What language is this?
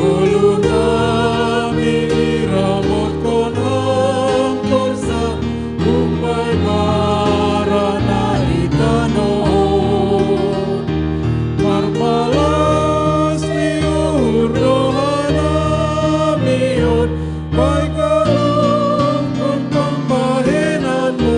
Batak Simalungun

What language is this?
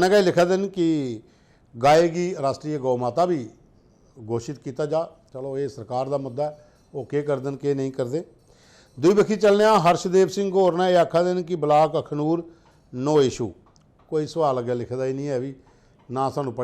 Dogri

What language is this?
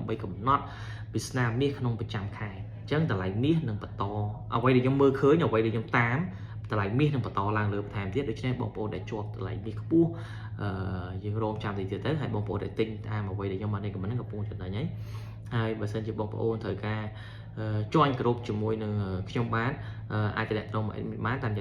Khmer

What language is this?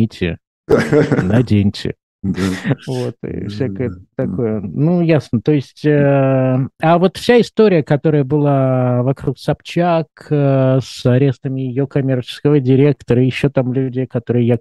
Russian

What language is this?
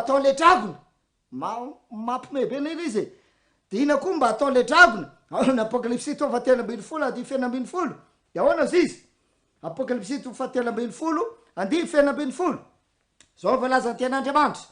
Malagasy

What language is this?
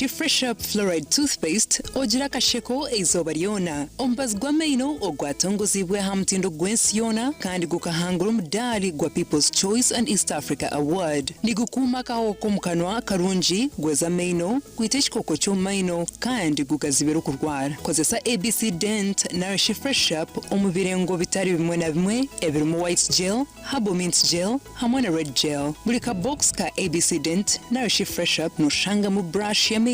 Nyankole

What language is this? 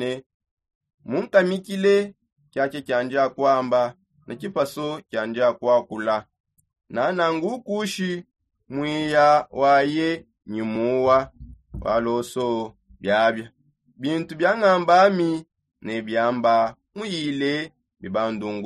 Songe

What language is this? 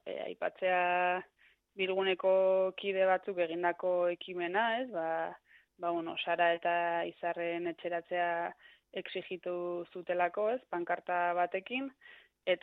Basque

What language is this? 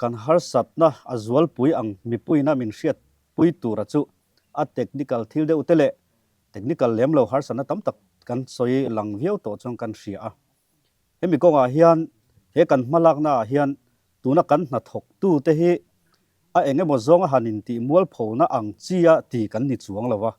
Mizo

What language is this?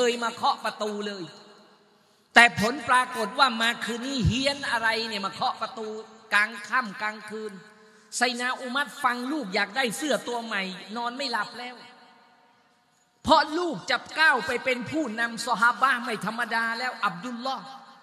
Thai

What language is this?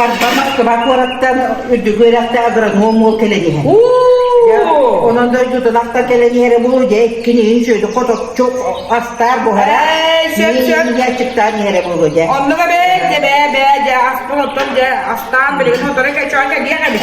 Yakut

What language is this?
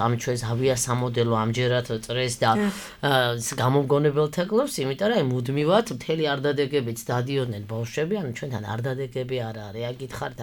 Georgian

